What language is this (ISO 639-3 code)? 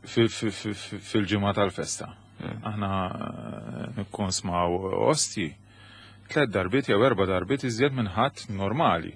mlt